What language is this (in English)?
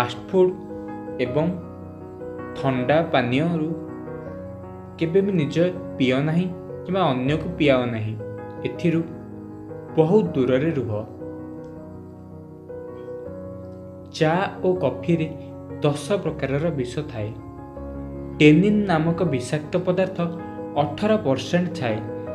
Odia